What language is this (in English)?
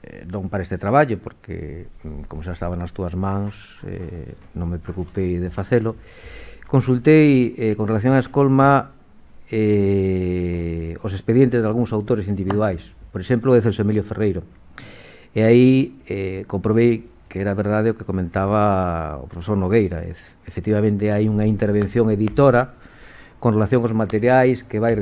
Galician